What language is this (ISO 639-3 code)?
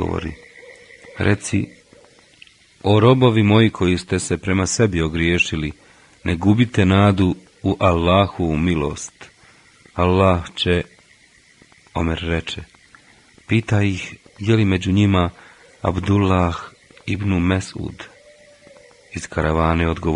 bos